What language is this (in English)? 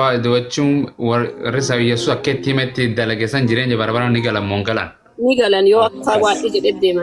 Oromo